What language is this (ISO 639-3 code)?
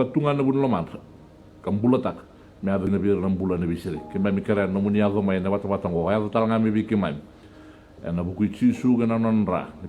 fij